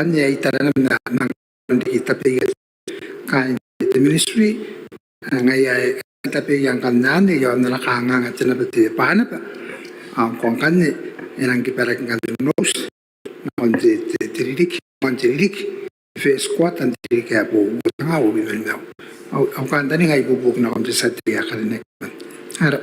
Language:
Gilbertese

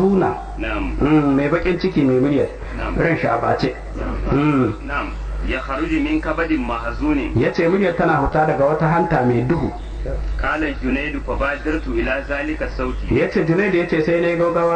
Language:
Hausa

